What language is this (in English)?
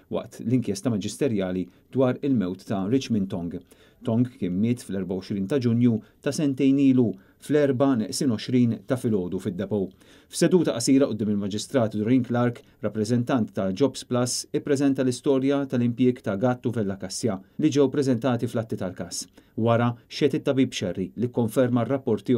Maltese